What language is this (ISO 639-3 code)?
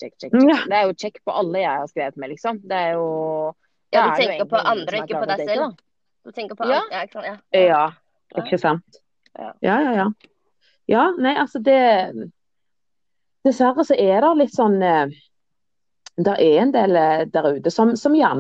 nor